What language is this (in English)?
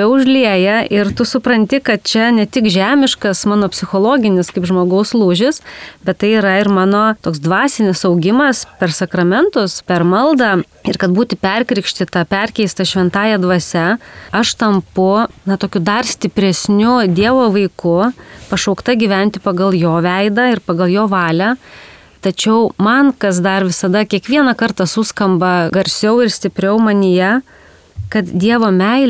Lithuanian